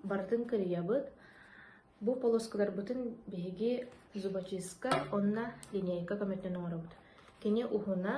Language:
Yakut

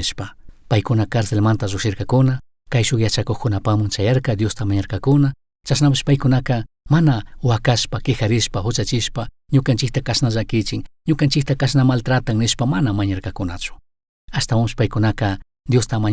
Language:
Chimborazo Highland Quichua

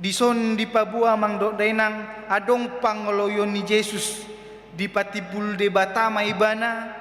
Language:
Batak Toba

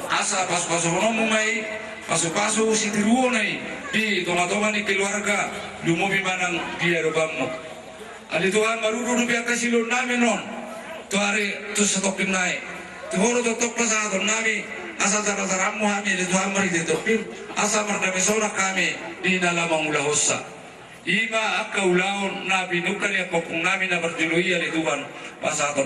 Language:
Batak Toba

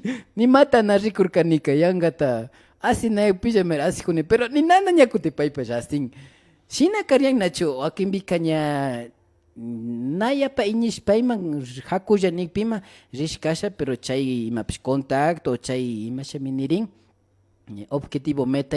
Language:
Imbabura Highland Quichua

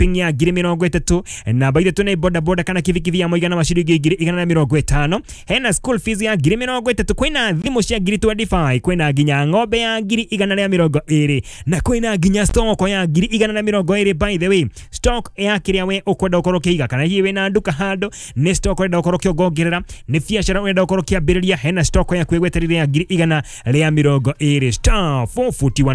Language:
Kikuyu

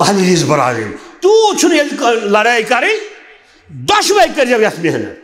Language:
Kashmiri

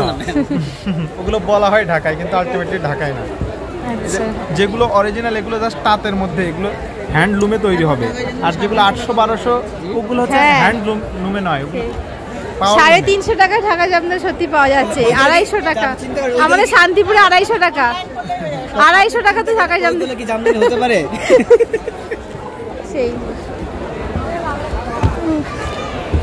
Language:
Bangla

